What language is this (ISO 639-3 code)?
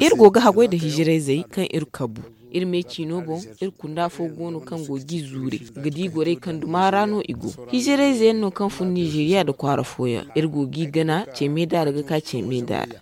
dje